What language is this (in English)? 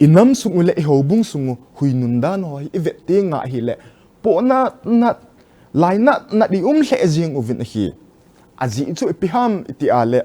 Thado Chin